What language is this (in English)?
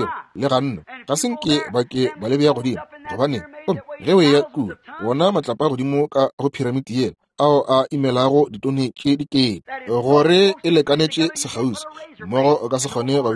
Northern Sotho